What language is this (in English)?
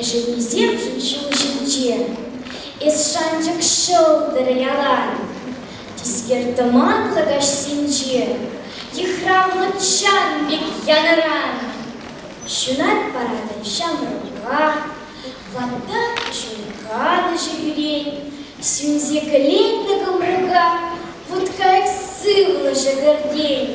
Chuvash